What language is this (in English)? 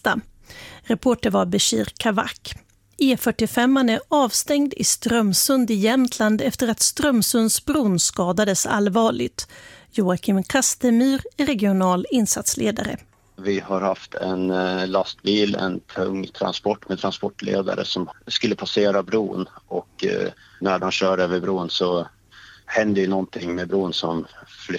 Swedish